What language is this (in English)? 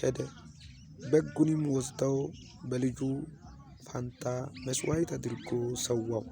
Amharic